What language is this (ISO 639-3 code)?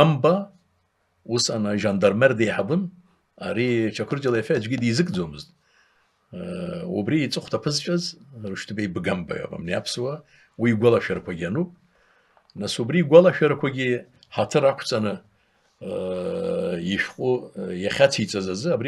abk